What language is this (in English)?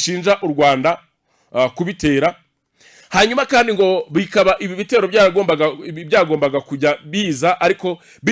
Kinyarwanda